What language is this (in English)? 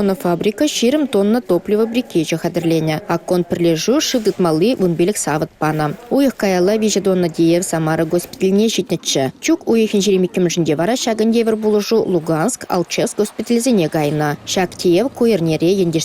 Chuvash